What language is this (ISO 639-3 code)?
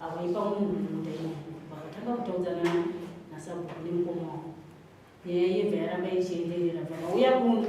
sna